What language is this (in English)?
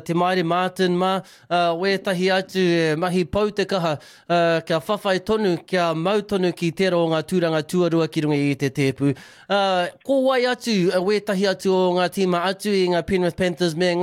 Māori